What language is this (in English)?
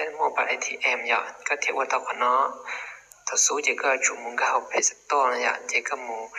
Hmong